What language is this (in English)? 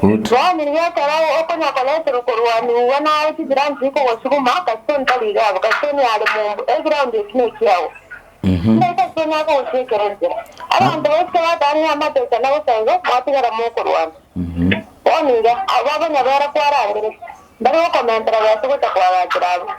Gusii